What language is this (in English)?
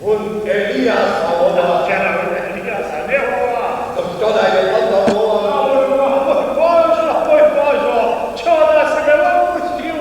Upper Sorbian